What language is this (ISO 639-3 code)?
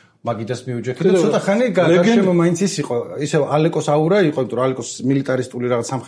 kat